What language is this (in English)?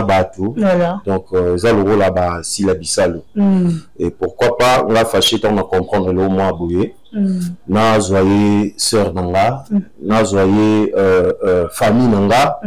Lingala